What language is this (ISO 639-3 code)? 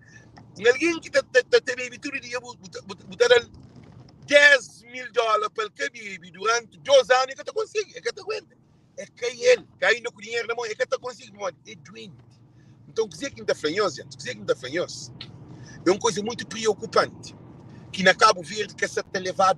kea